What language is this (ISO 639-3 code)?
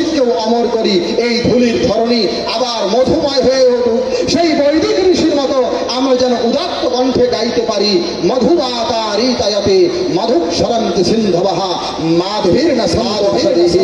ben